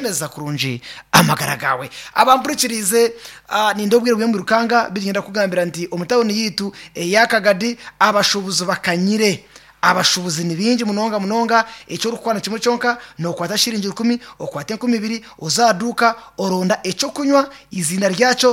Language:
Nyankole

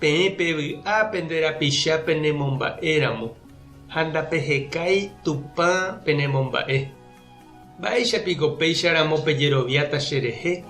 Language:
Guarani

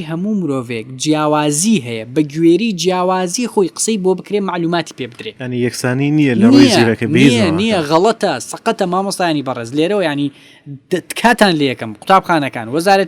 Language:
Central Kurdish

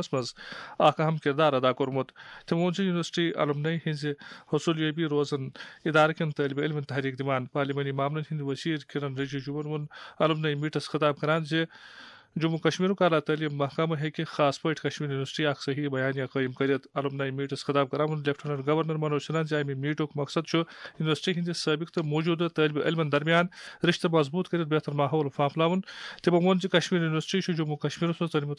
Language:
Kashmiri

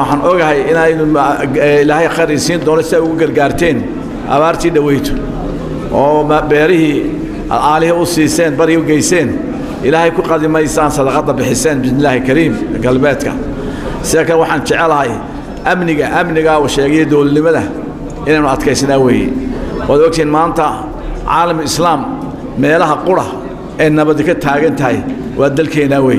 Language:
Somali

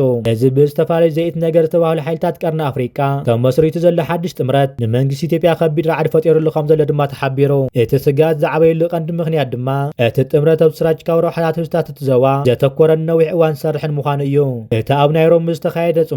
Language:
Tigrinya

